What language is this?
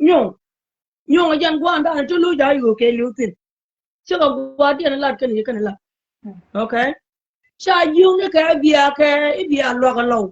Nuer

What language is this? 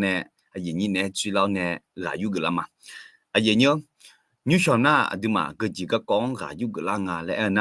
Akha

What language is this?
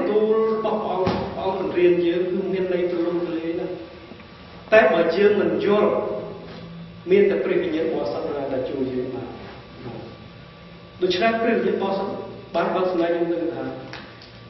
Khmer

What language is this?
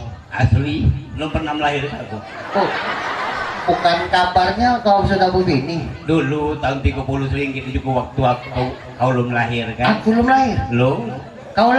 Musi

